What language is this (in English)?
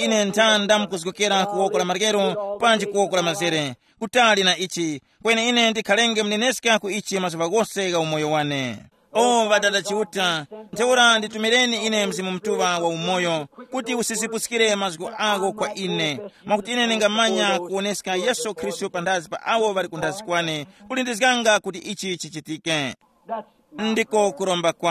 Tumbuka